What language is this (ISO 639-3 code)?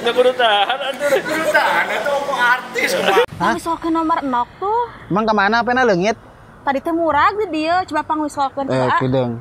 sun